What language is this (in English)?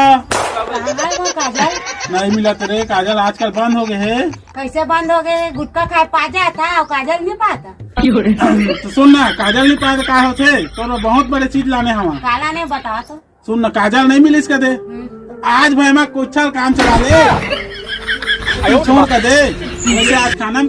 Chhattisgarhi